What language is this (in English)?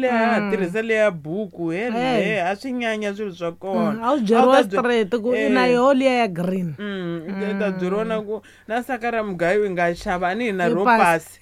Tsonga